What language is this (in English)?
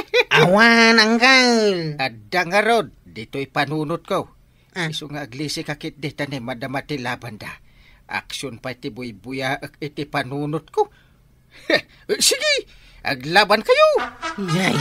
Iloko